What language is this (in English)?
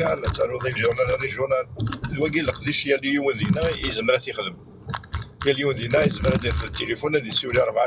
Kabyle